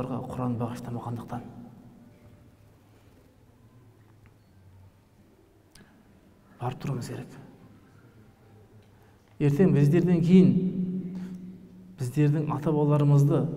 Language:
Kazakh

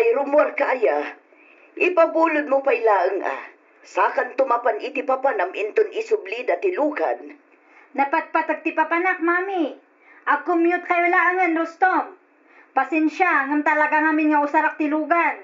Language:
Iloko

